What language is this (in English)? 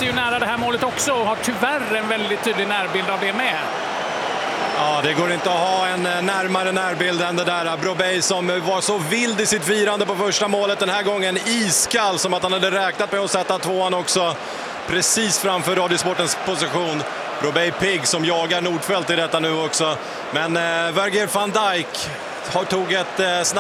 Swedish